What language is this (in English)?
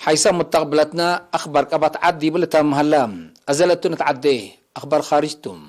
Tigre